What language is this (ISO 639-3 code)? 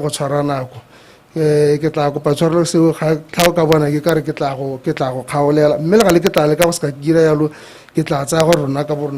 tsn